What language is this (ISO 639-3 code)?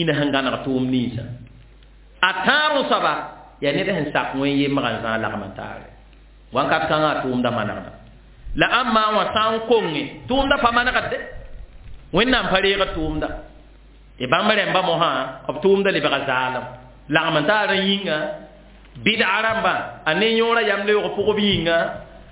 mos